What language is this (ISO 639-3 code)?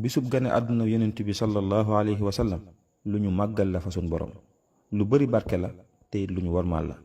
wol